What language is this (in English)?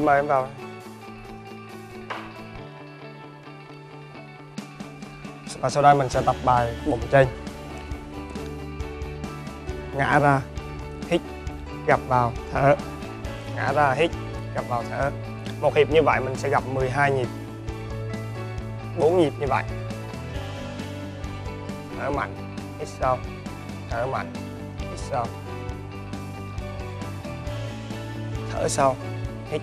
Vietnamese